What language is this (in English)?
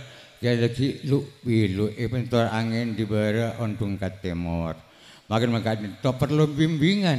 Madurese